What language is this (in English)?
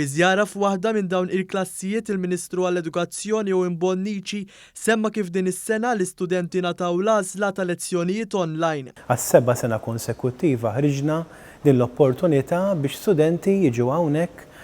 Maltese